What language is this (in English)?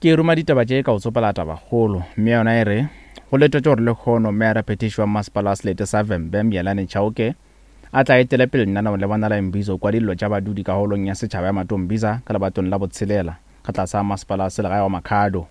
Northern Sotho